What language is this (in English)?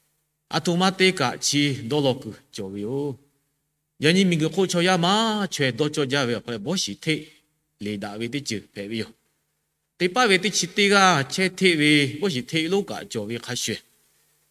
Lahu